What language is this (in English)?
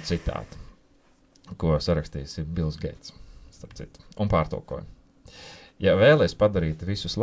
Latvian